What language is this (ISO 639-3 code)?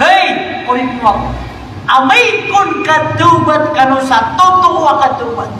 mrw